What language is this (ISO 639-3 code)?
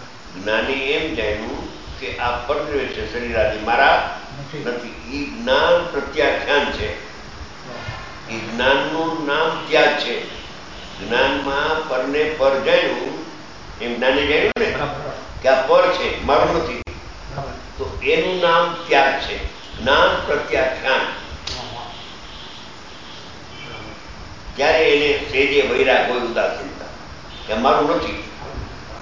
guj